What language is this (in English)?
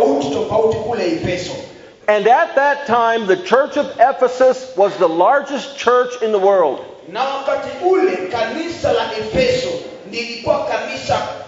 Swahili